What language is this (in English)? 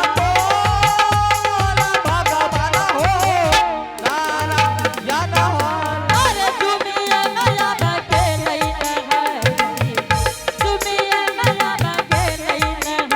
Angika